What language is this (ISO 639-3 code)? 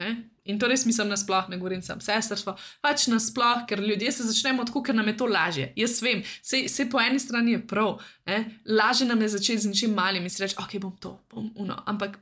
slv